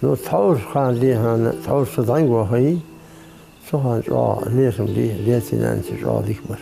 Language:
Ingush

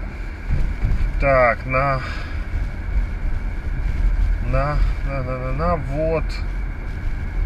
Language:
Russian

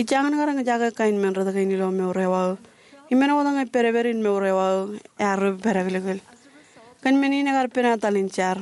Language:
Marshallese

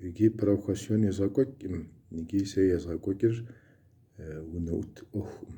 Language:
Kabardian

